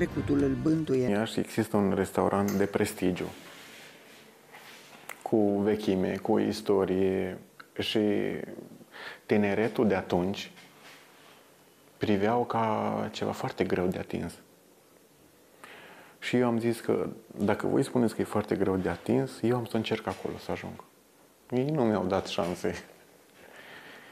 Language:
Romanian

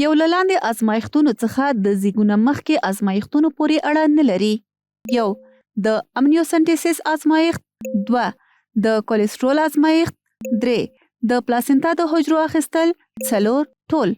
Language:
Pashto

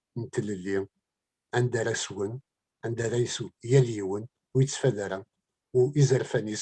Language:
Kabyle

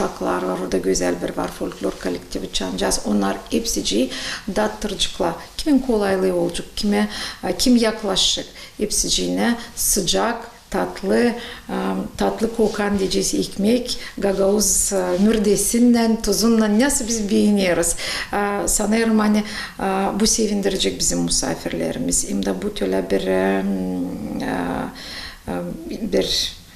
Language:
Gagauz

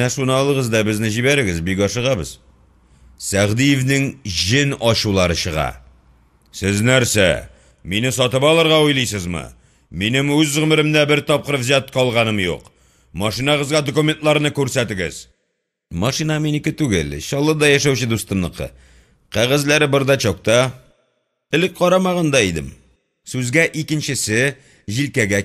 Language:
Tatar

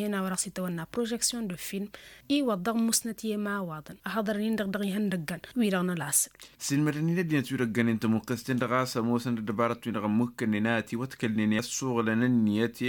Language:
Tamasheq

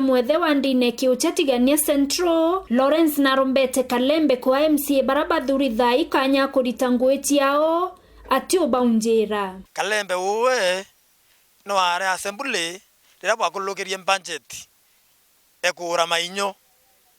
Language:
Meru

